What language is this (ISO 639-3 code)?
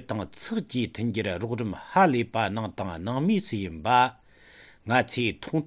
bod